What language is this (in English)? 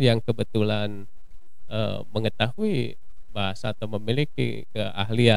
Indonesian